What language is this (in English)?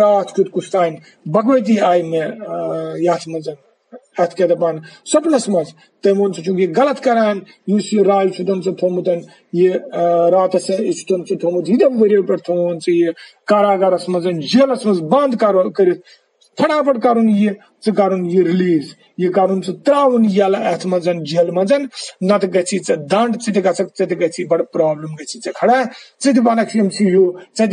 Kashmiri